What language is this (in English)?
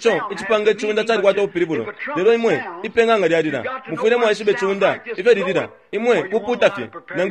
Bemba